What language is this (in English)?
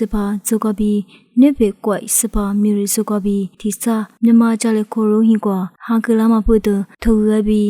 Lisu